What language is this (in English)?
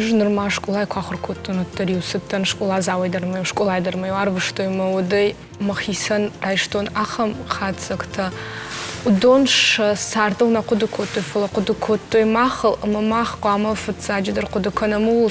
Ossetic